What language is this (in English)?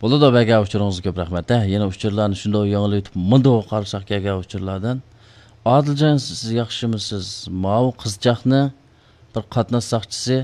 Uyghur